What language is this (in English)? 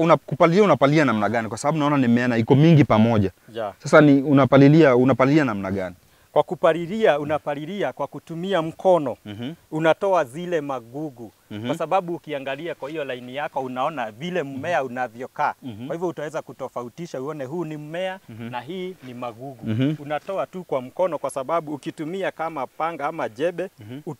Swahili